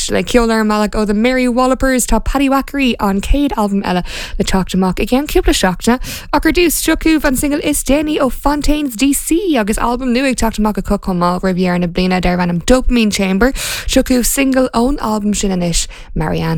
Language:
Irish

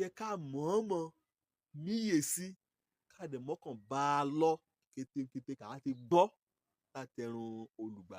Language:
Yoruba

